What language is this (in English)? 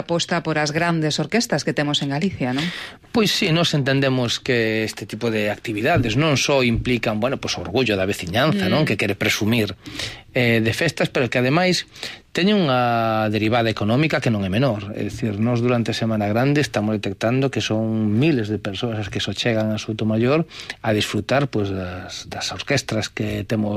Galician